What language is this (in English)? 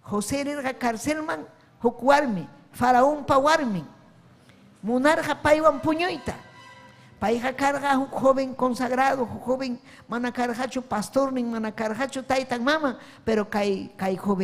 Ayacucho Quechua